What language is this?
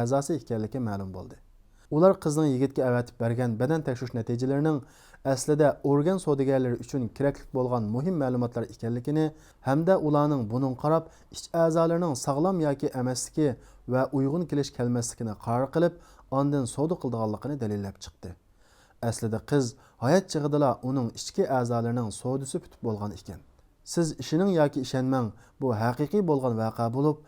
Uyghur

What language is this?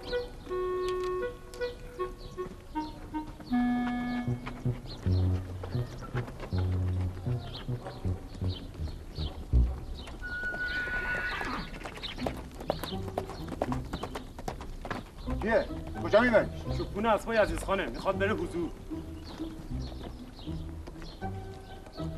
Persian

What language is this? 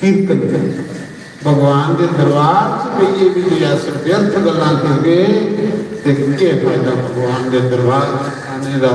Dogri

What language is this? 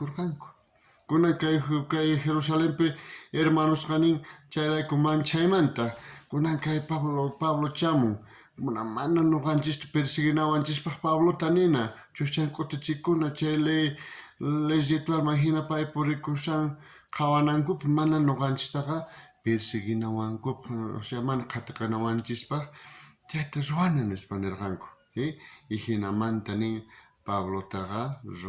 South Bolivian Quechua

